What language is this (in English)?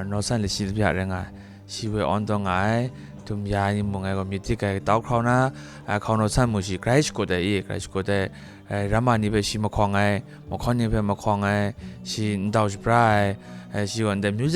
Kachin